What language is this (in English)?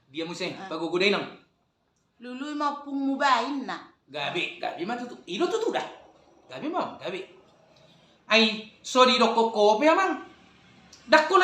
Batak Toba